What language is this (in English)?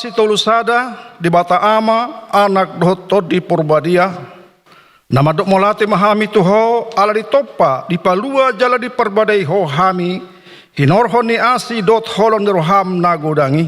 Batak Toba